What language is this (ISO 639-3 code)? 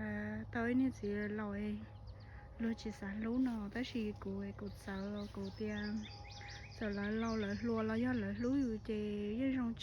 hmn